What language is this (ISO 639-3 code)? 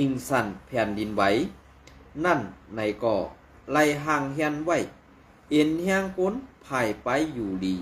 shn